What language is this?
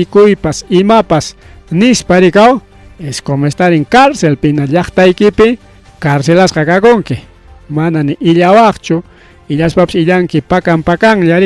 Ayacucho Quechua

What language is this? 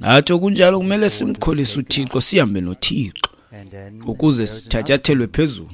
Xhosa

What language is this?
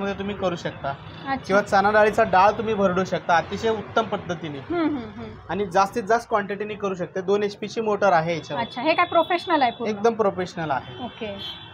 Marathi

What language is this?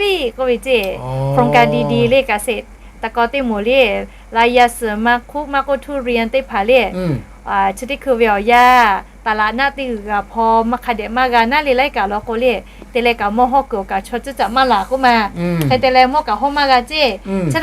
Lahu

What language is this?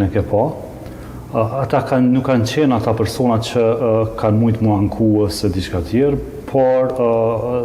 Albanian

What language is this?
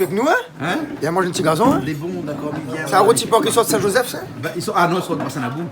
Réunion Creole French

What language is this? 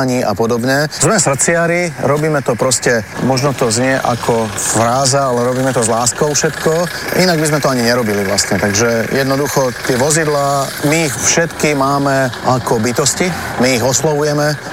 Slovak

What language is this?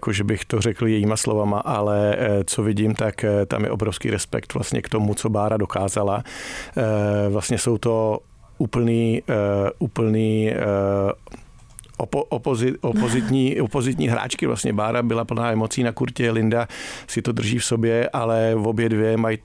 Czech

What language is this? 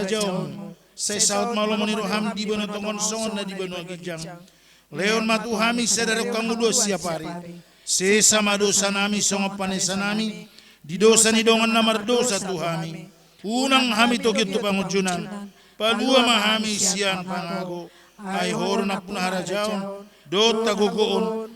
Batak Toba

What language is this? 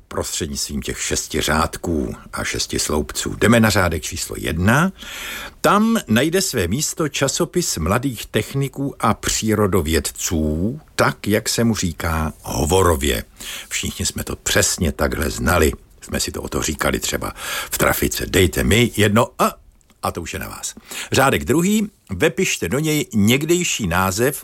Czech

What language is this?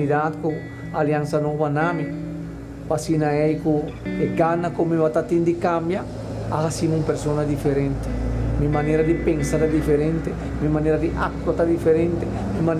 Papiamento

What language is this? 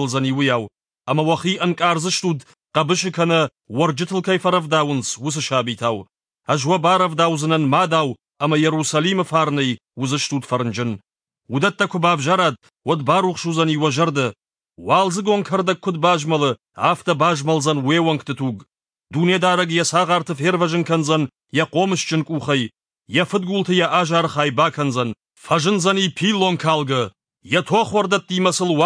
Ossetic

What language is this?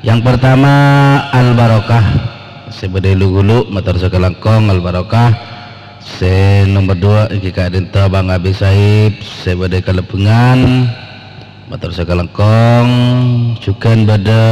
Madurese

